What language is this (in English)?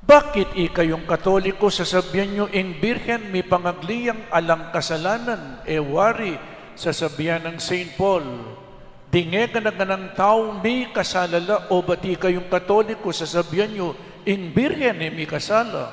Pampanga